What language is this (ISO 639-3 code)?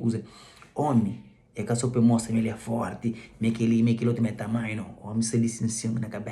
kea